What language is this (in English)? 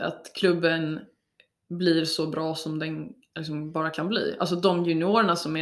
Swedish